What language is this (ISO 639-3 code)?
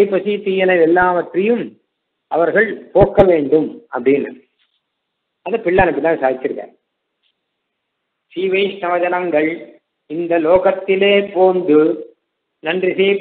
tam